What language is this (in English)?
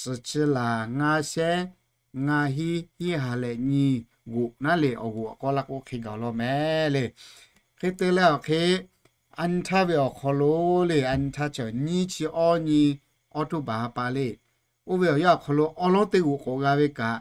Lahu